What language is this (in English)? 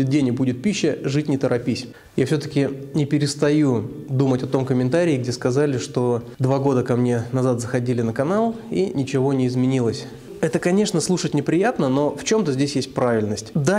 Russian